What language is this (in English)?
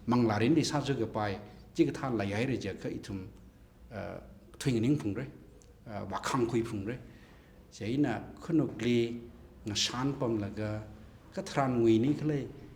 Tangkhul Naga (India)